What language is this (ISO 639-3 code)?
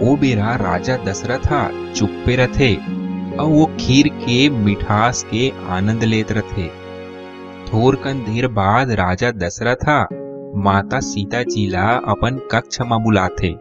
hne